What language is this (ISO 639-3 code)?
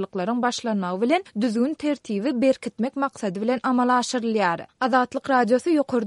tuk